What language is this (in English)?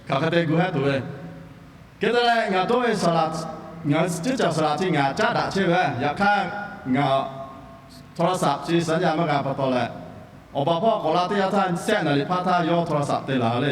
Lahu